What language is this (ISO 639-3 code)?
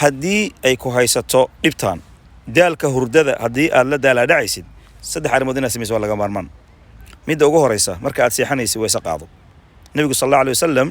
som